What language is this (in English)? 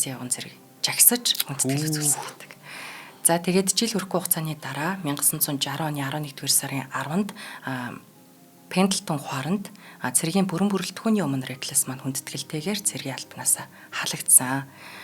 Mongolian